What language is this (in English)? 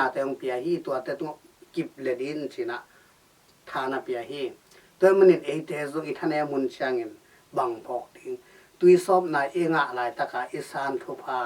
Tedim Chin